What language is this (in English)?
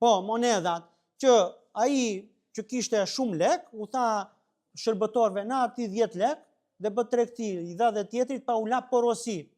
Albanian